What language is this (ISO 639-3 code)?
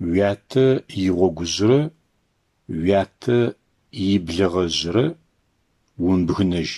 ady